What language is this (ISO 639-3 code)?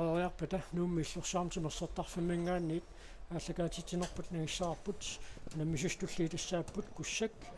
kal